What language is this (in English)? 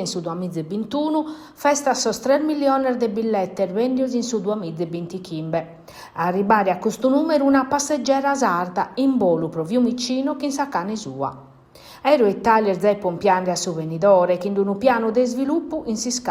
Sardinian